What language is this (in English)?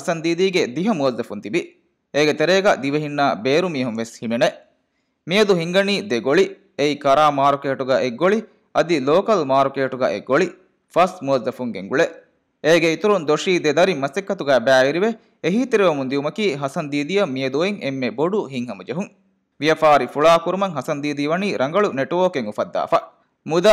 Divehi